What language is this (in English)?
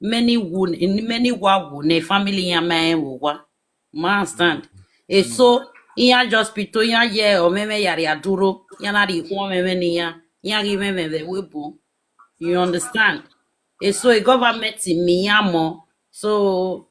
Nigerian Pidgin